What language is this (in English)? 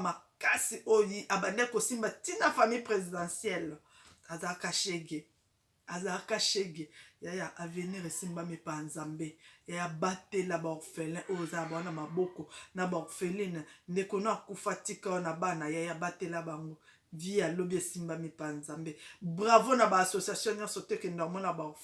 Lingala